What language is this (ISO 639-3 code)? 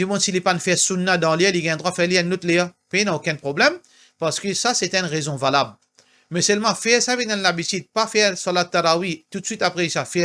mfe